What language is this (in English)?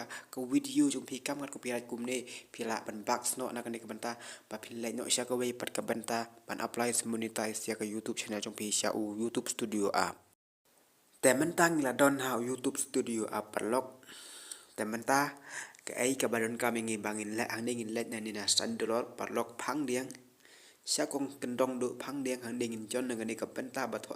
Khasi